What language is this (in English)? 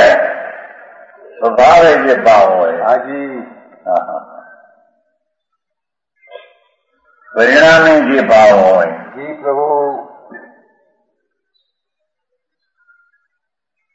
Gujarati